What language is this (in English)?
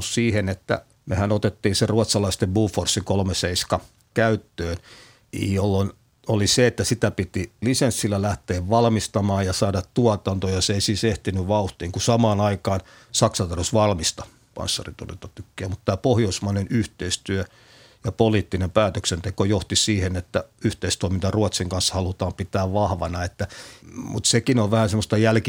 Finnish